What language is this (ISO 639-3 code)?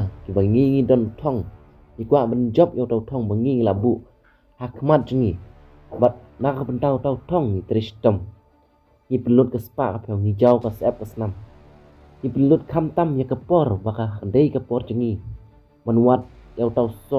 kha